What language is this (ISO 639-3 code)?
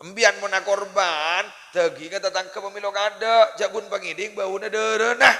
mad